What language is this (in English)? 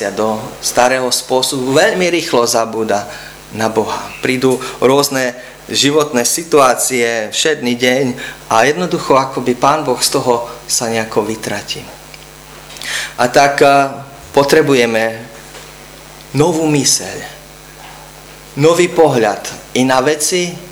Slovak